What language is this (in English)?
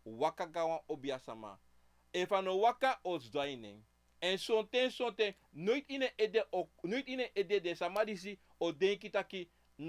Sranan Tongo